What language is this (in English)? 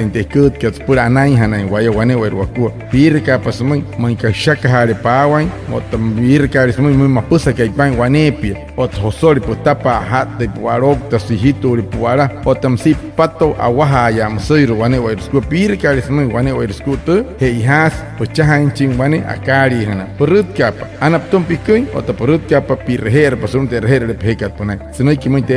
Wayuu